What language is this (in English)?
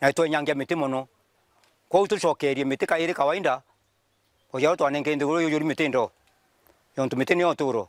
Meru